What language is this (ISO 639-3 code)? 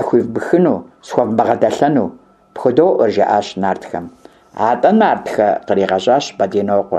kbd